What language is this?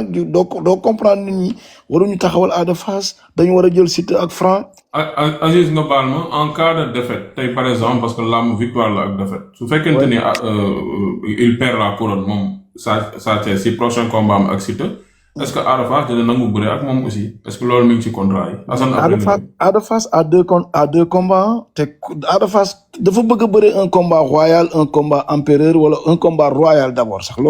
Wolof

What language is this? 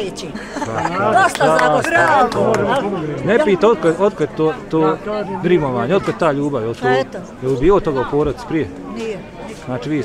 Bosnian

